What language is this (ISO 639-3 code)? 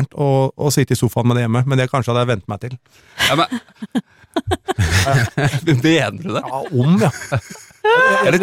nor